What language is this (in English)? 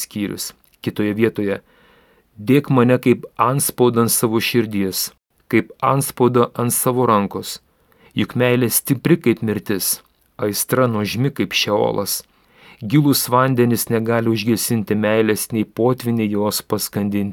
Lithuanian